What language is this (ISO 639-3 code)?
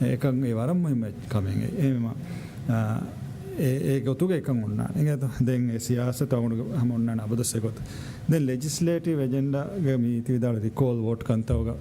div